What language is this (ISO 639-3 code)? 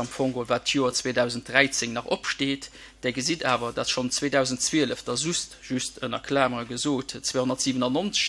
ltz